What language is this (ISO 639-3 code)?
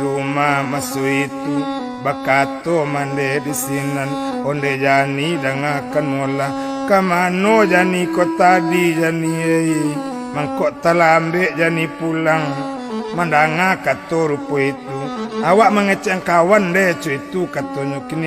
min